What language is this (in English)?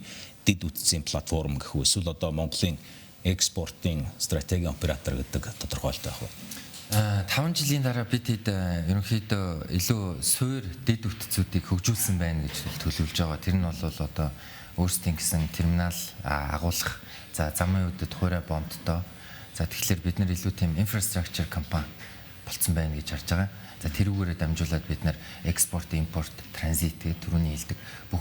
Mongolian